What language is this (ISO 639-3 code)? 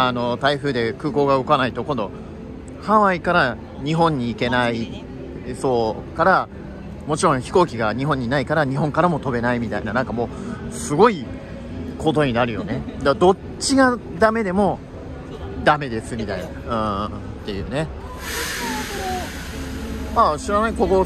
jpn